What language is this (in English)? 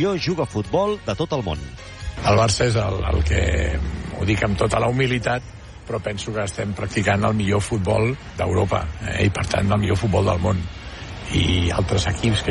Catalan